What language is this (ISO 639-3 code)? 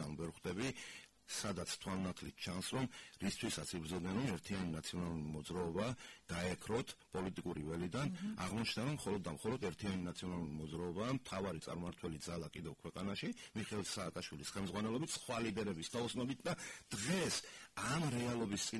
kat